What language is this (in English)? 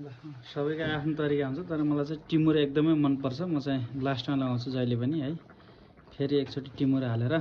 Nepali